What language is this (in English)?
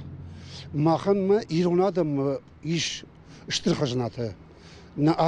Ossetic